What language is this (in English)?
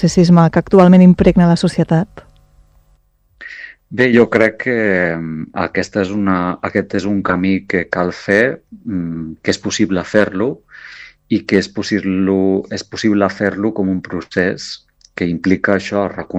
Catalan